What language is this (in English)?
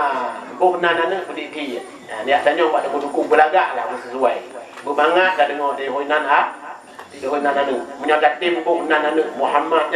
Achinese